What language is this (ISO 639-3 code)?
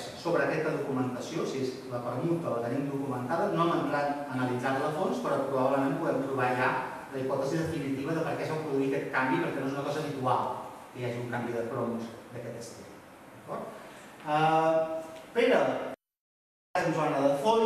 cat